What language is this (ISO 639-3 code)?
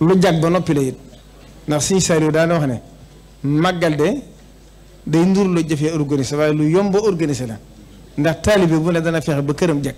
wol